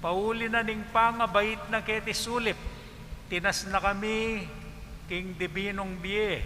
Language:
Pampanga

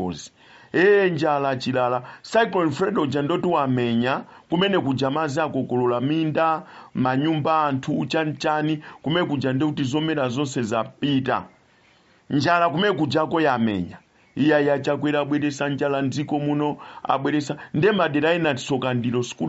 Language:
Nyanja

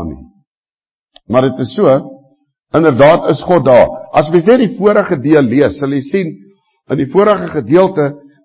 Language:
Afrikaans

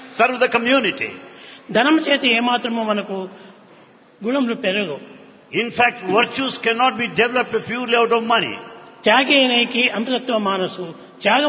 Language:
Telugu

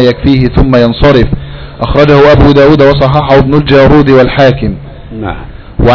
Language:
Arabic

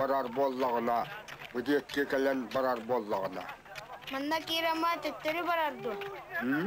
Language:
Yakut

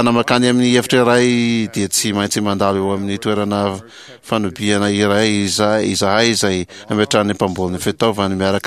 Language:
Malagasy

